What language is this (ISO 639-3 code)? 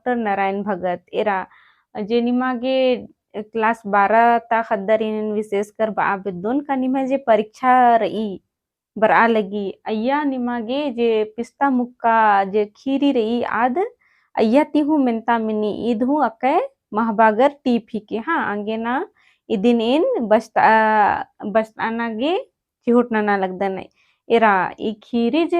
kru